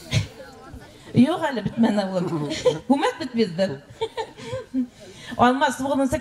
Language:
Bashkir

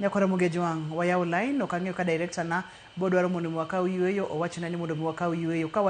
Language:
Luo (Kenya and Tanzania)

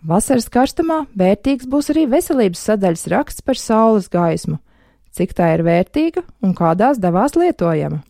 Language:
Latvian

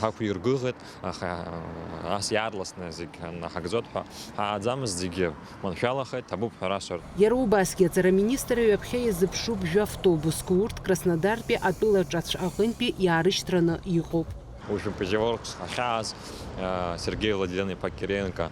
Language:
Abkhazian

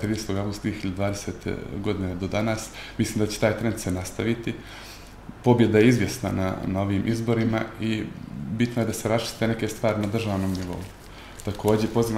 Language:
Bosnian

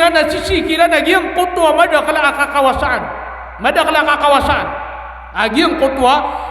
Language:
Maranao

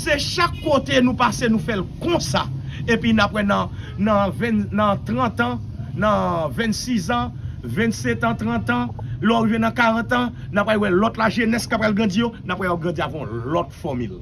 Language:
Haitian Creole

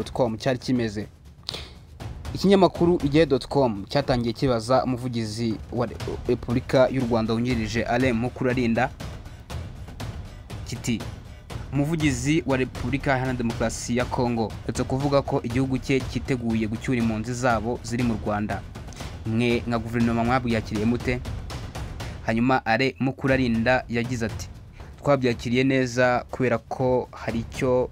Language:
Kinyarwanda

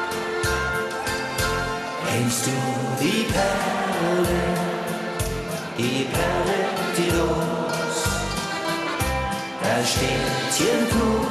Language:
German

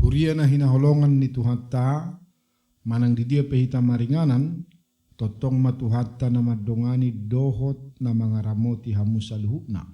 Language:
Batak Toba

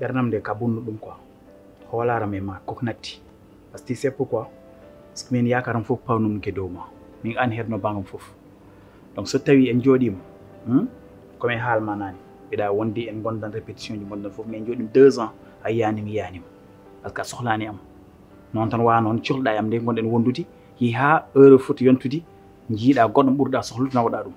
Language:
Fula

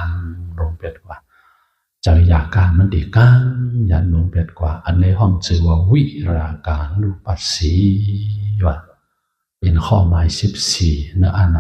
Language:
Shan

